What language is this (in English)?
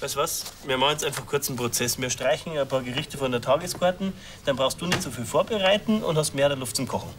Bavarian